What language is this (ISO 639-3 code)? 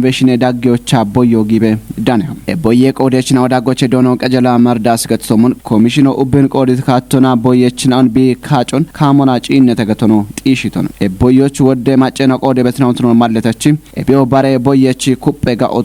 kbr